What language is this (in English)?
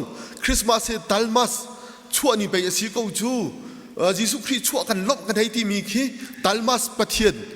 Hakha Chin